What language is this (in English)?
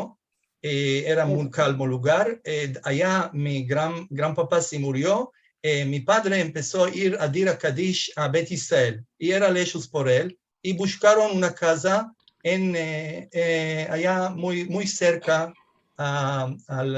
Ladino